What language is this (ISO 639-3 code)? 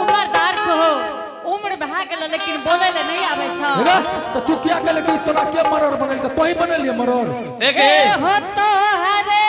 anp